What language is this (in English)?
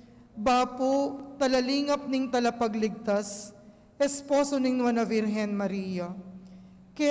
Pampanga